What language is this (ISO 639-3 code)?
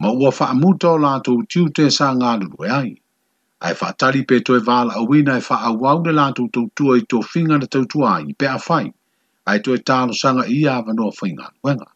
smo